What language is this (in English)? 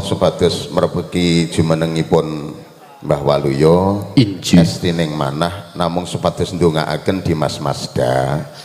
Javanese